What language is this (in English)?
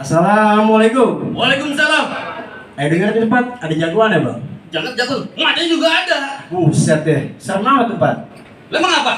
Betawi